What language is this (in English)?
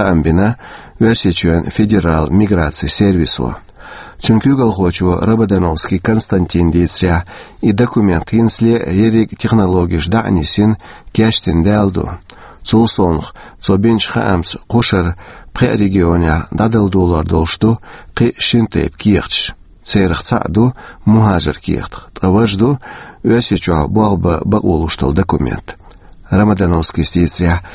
Chechen